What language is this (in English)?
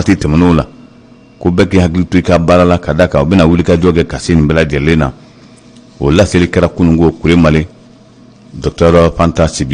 Bambara